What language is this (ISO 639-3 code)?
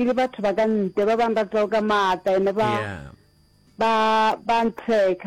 nso